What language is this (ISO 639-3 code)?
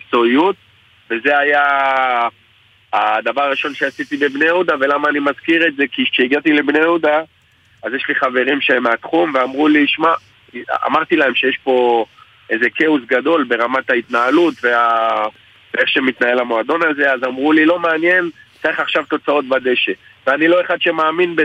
heb